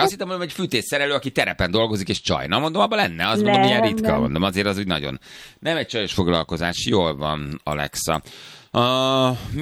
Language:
Hungarian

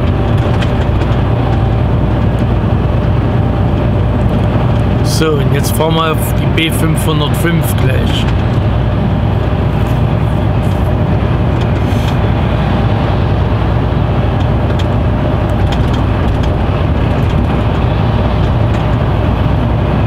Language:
German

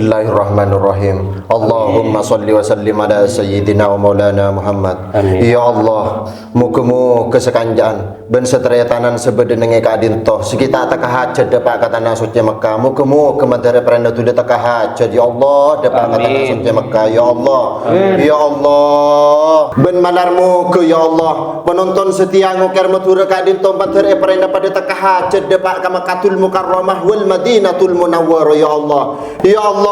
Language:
Madurese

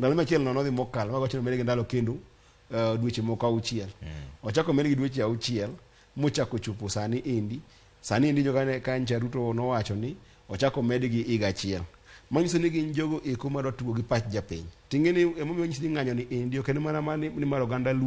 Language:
Luo (Kenya and Tanzania)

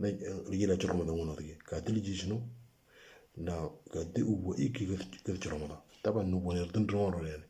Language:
Moro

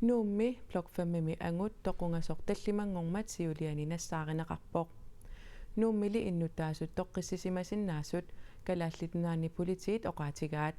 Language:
Kalaallisut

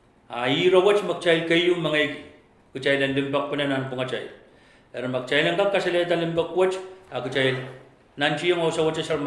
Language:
Pohnpeian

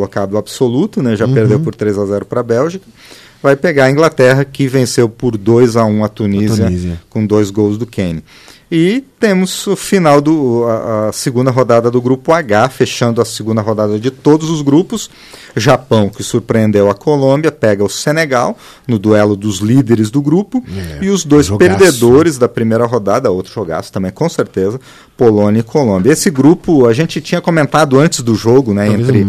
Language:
Portuguese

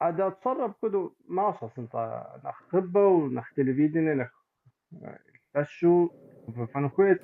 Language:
Kabardian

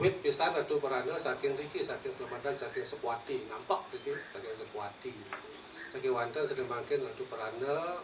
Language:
Balinese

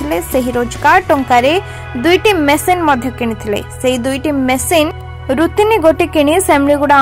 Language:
Odia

